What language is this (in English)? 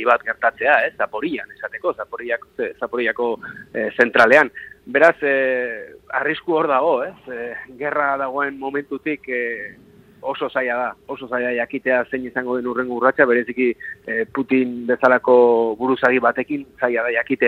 Basque